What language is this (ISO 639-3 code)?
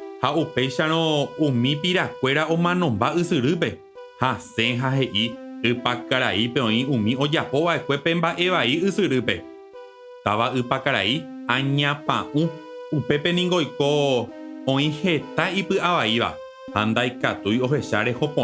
grn